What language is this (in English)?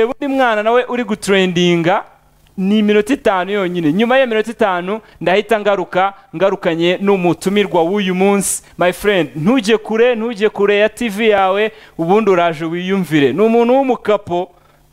Kinyarwanda